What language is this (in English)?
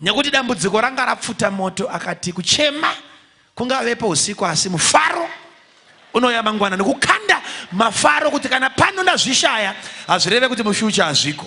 Shona